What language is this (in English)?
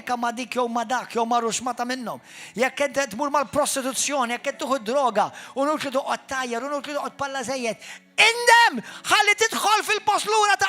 Maltese